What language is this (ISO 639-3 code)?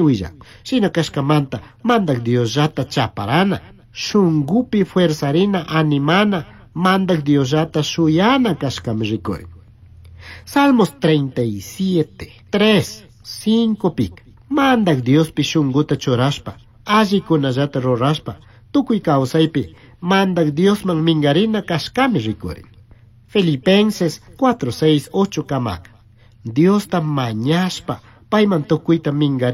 qug